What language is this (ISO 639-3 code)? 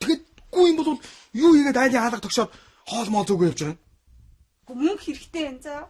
mon